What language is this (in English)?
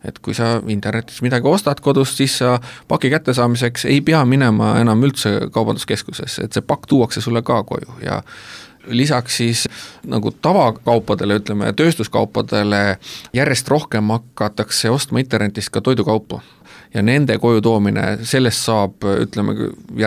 Estonian